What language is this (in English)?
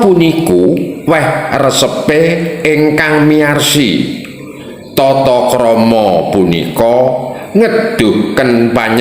Javanese